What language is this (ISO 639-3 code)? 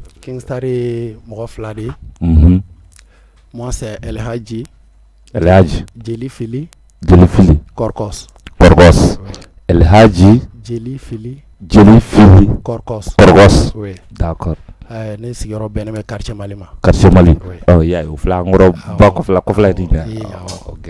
bam